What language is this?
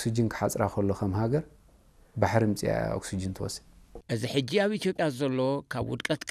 Tigrinya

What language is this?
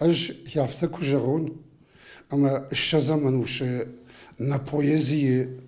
Ossetic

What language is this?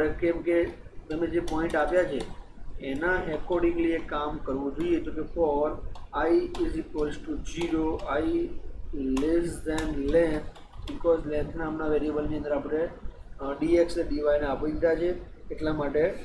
Gujarati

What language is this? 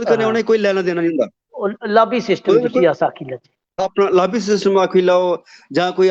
Dogri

